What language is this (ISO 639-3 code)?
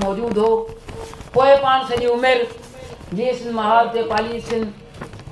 snd